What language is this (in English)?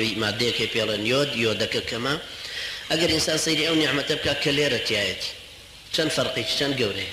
Central Kurdish